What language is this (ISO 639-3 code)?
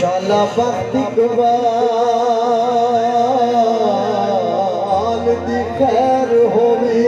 skr